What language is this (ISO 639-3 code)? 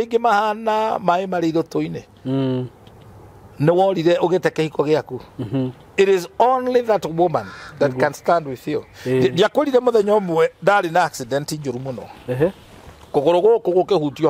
kik